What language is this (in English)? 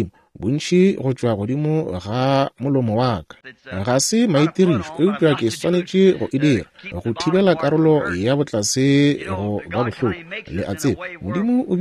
Northern Sotho